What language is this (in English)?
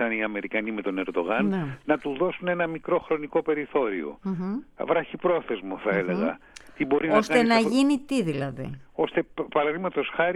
Greek